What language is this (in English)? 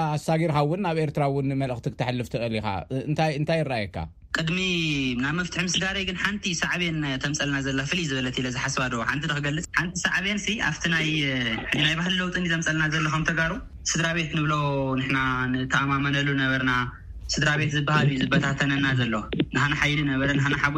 Tigrinya